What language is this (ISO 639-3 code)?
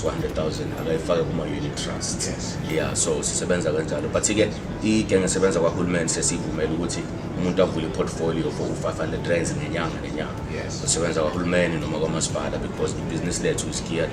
zul